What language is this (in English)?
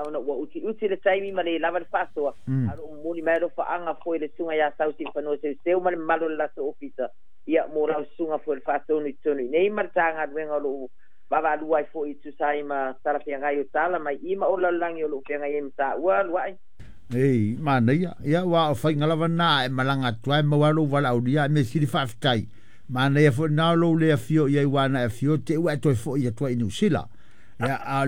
Samoan